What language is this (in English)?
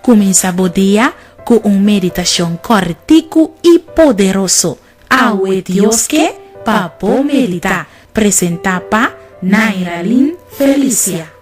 Papiamento